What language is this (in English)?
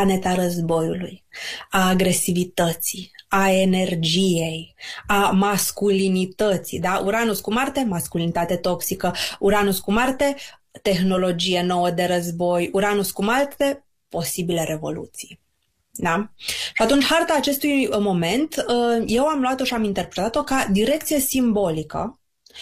Romanian